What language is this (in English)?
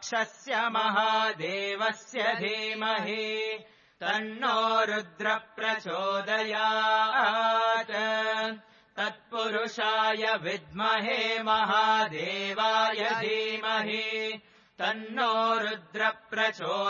Sanskrit